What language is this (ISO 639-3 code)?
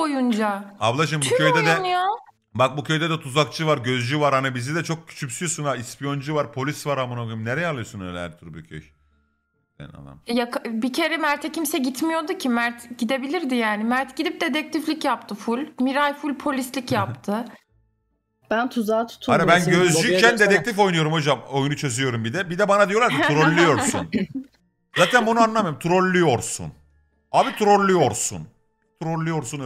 tur